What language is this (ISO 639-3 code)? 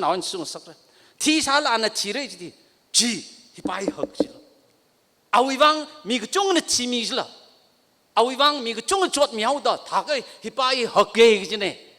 nmf